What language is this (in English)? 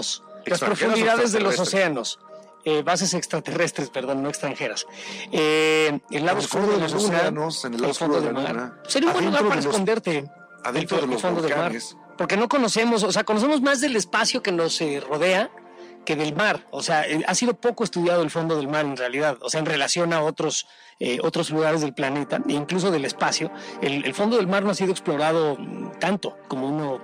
Spanish